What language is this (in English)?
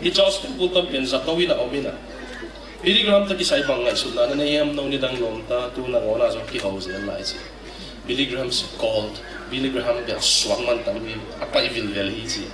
Tedim Chin